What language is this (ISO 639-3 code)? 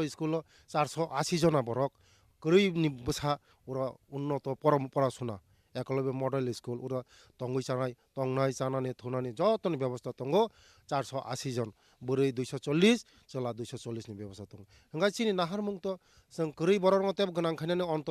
trp